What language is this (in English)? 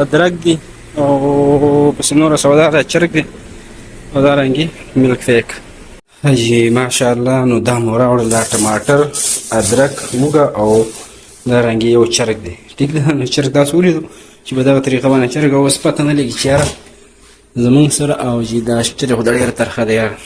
Pashto